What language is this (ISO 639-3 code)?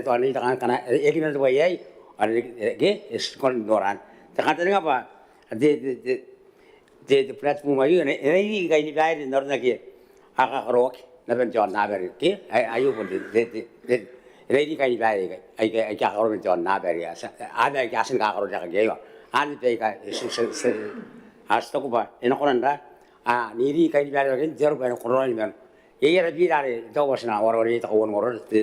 gil